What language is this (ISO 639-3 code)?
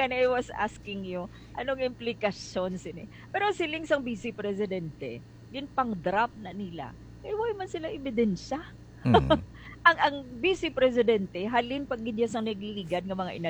hil